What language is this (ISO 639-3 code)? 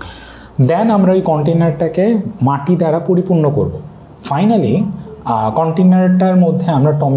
ben